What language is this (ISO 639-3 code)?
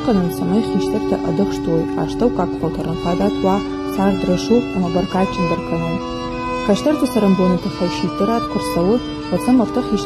oss